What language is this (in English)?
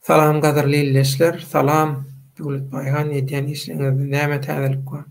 Turkmen